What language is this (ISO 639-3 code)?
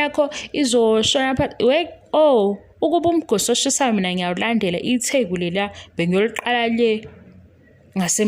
zul